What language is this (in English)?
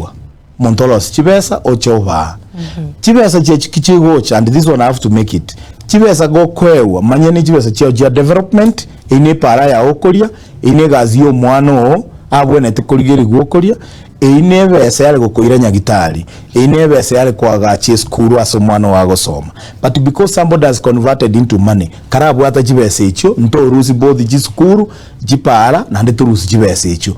Gusii